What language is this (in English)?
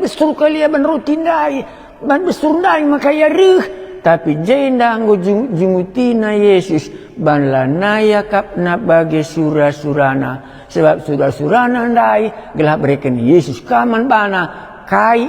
Batak Karo